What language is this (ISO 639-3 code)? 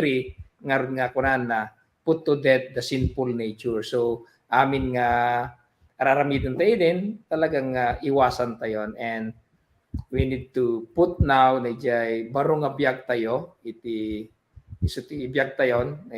ilo